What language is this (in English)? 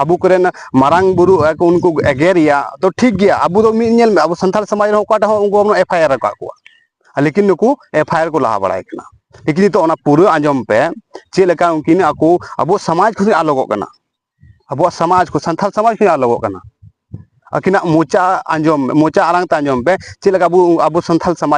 Santali